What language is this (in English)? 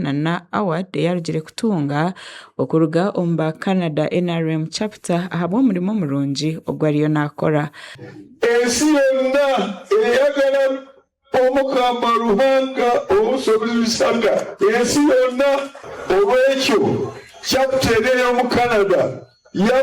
Nyankole